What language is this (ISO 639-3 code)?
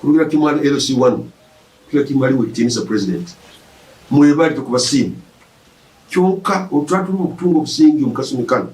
nyn